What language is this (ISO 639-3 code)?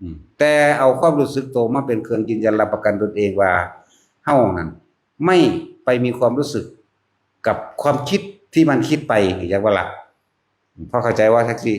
tts